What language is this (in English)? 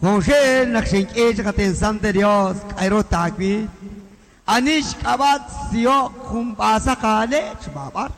Kekchí